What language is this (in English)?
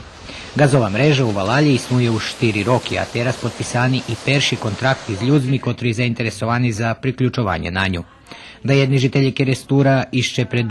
Rusyn